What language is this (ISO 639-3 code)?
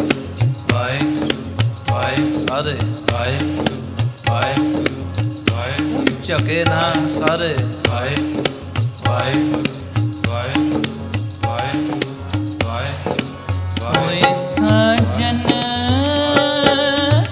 pan